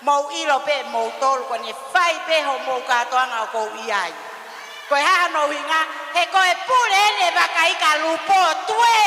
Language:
Tongan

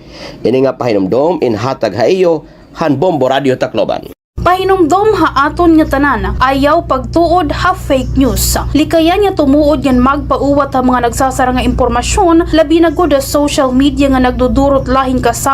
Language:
Waray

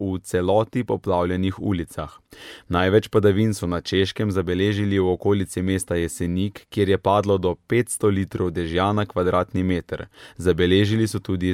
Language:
Slovenian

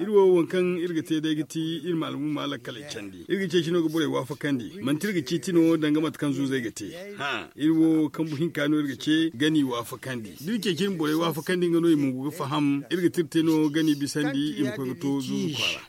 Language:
Zarma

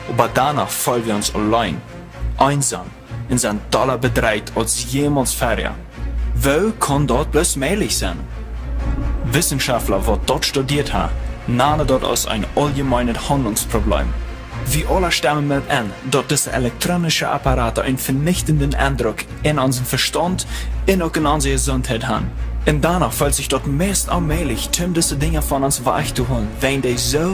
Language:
Plautdietsch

